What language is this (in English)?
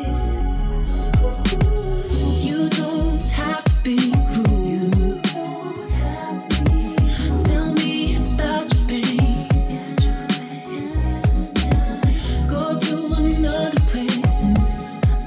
English